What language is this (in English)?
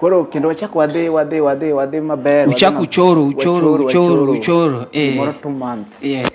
Luo (Kenya and Tanzania)